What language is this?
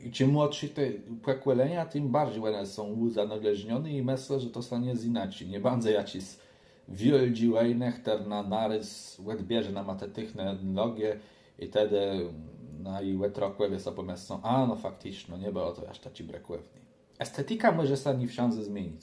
Kashubian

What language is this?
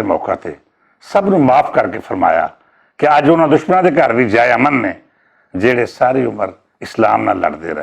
Western Panjabi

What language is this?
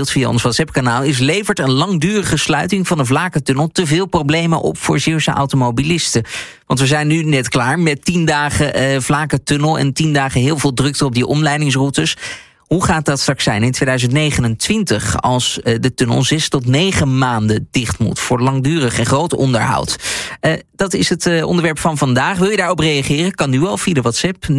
Dutch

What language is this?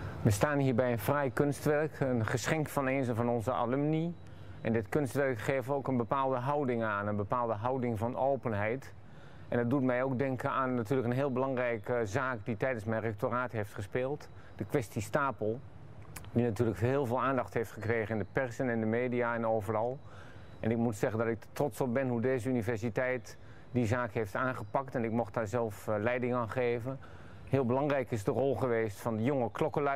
Dutch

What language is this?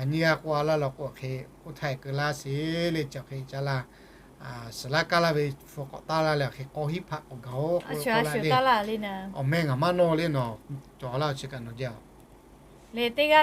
Lahu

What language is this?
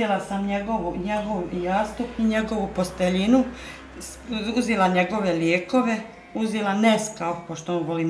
Bosnian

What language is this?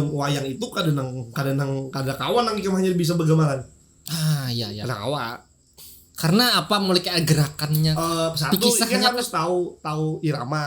Banjar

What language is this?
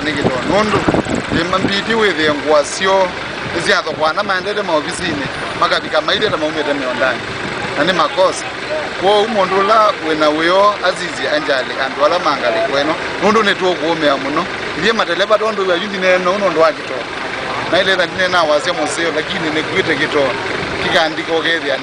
Kamba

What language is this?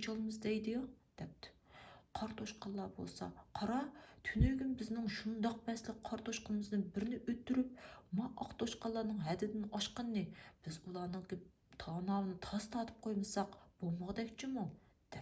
Uyghur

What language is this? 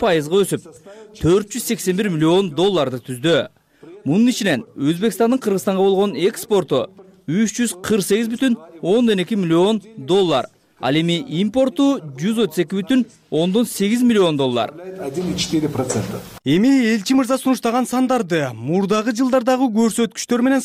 Kyrgyz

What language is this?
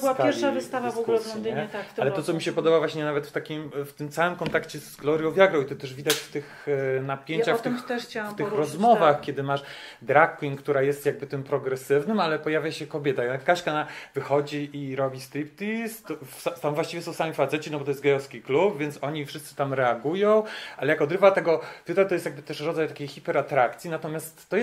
Polish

